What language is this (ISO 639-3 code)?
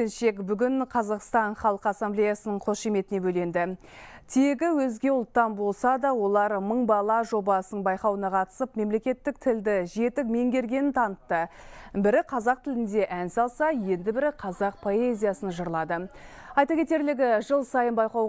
kaz